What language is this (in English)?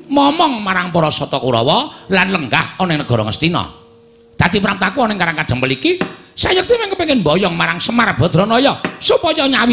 Javanese